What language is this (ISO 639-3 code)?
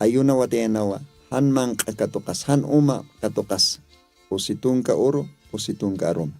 aym